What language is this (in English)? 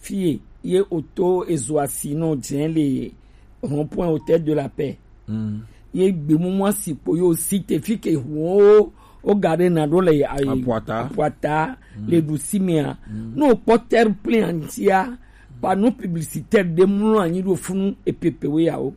Gen